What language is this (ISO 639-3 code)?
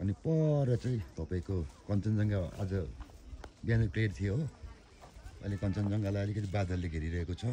nep